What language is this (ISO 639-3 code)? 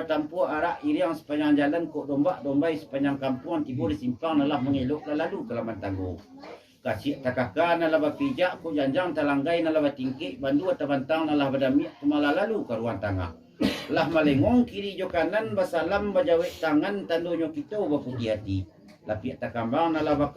min